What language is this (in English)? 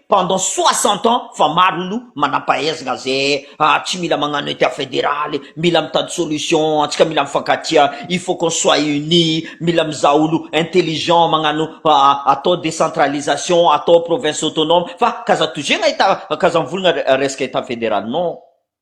Malagasy